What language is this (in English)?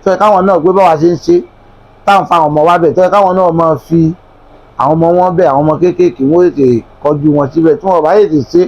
Yoruba